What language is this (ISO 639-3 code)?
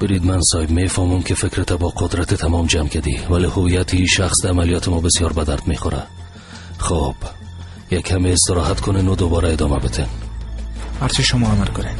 fas